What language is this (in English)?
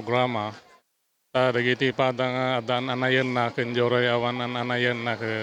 Iloko